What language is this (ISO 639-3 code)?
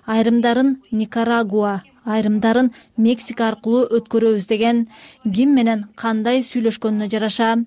kir